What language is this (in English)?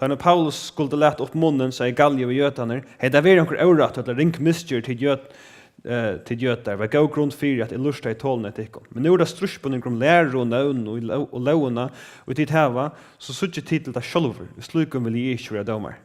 Faroese